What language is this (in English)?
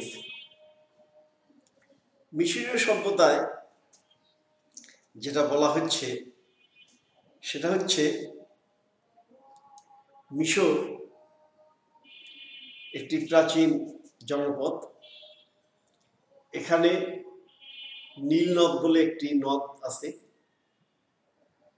Bangla